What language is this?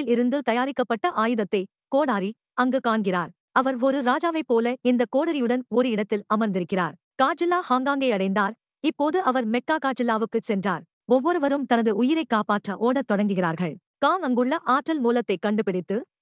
Tamil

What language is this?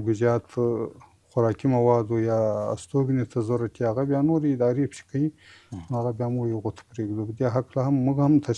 Pashto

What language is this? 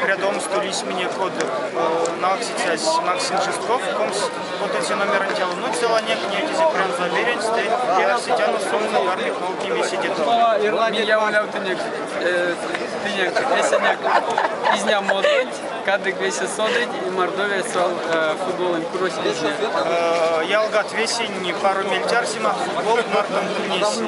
Erzya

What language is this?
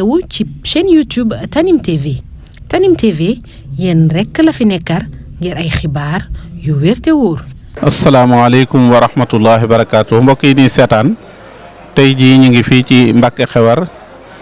Wolof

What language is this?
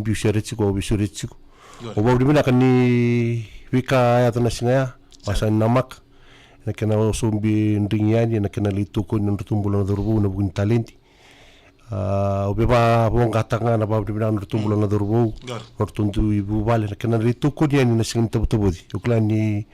Fijian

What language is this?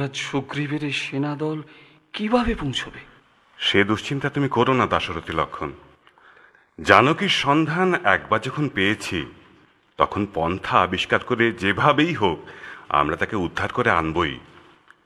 Bangla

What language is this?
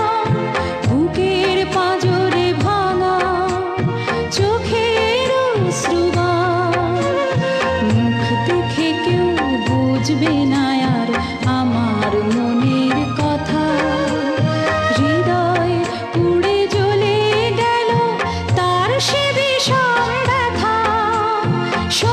Bangla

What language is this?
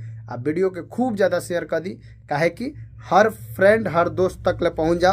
Bhojpuri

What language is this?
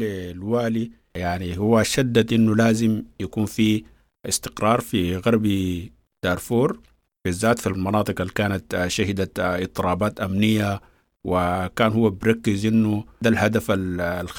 Sudanese Arabic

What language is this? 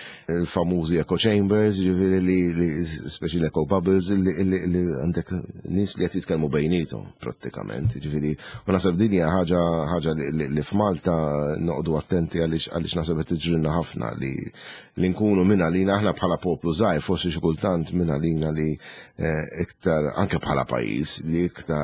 Maltese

